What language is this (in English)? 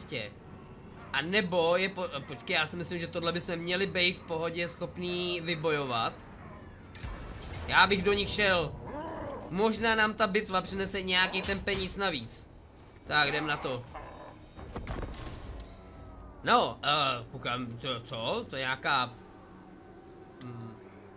Czech